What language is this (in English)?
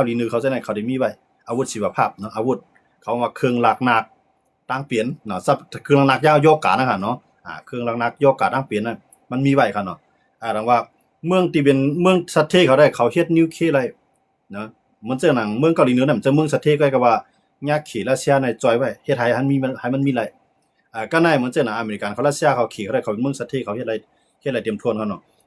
Shan